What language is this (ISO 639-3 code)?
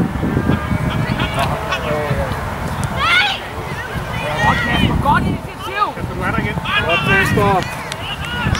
dan